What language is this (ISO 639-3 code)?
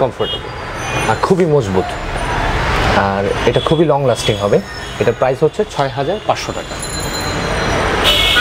ben